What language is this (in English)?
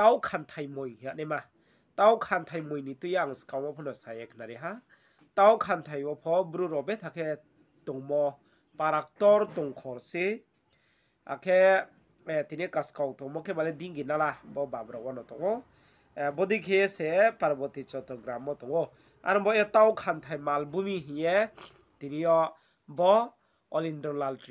Riang (India)